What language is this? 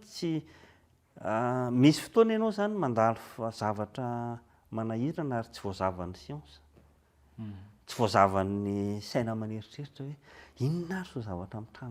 Malagasy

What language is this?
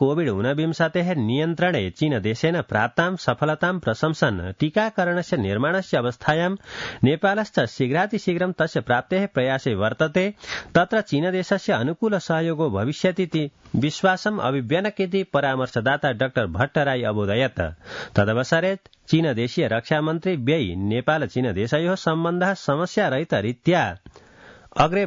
Sanskrit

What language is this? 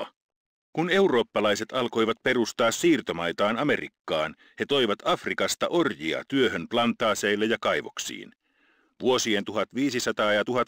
Finnish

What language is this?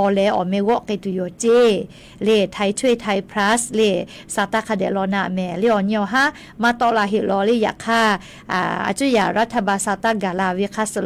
Lahu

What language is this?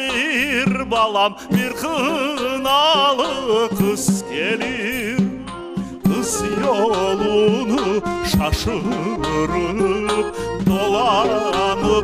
Crimean Tatar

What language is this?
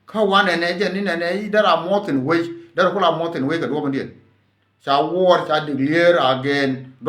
Nuer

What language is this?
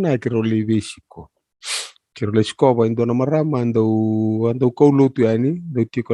Fijian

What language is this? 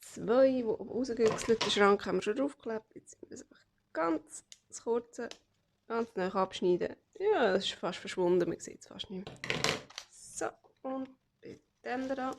Swiss German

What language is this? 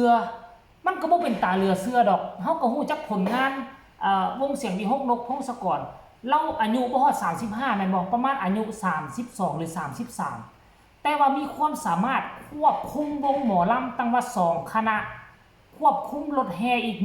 Northeastern Thai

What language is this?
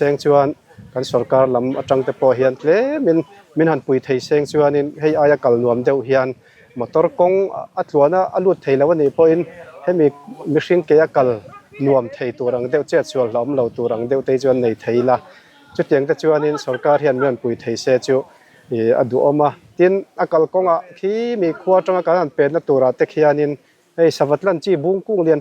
Mizo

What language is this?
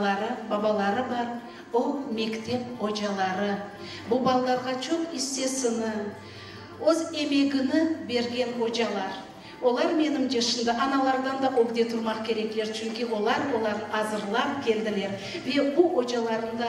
Crimean Tatar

